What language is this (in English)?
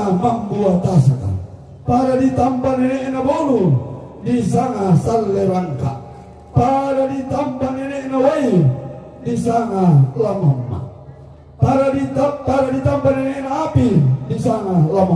Toraja-Sa'dan